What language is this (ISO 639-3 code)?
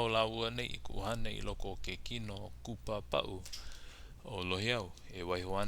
haw